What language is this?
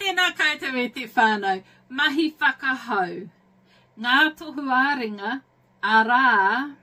Māori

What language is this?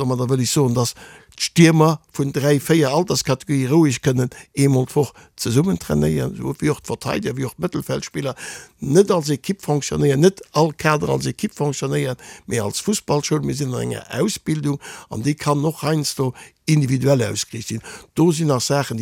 Luxembourgish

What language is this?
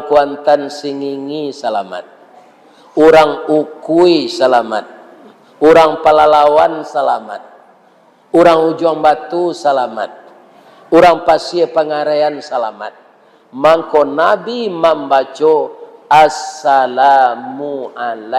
Minangkabau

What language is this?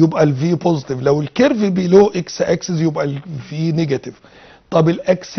Egyptian Arabic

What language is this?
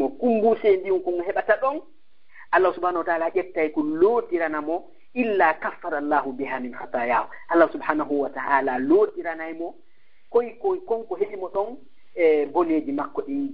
Fula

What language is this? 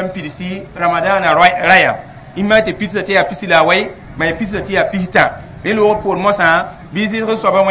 Mossi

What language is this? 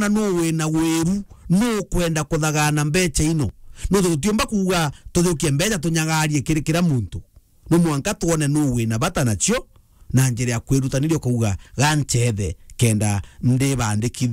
Meru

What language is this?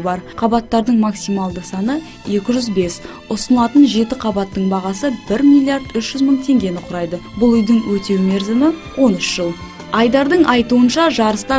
Kazakh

